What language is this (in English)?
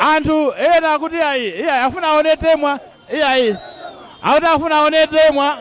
Nyanja